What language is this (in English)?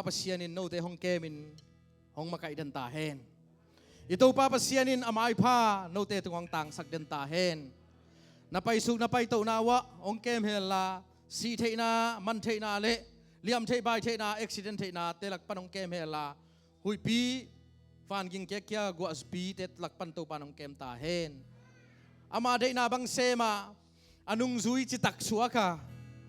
Tedim Chin